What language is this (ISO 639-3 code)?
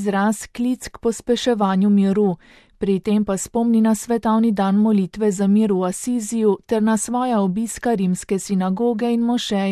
slv